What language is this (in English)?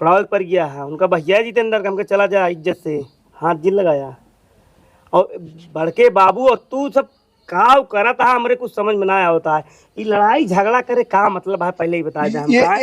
Awadhi